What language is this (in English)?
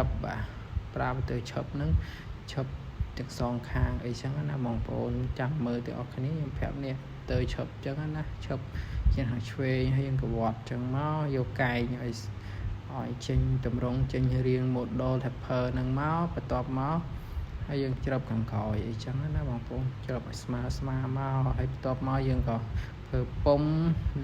Khmer